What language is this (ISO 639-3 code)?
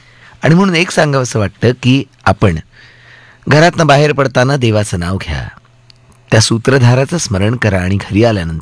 mar